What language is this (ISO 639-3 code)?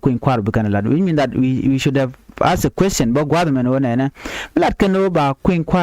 nus